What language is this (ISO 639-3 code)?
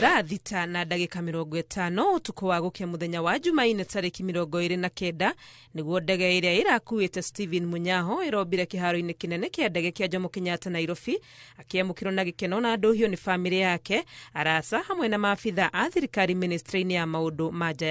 kik